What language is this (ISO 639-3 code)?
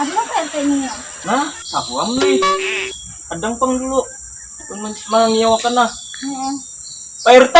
bjn